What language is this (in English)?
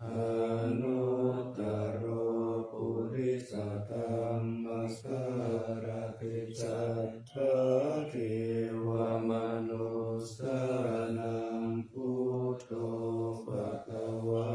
Pali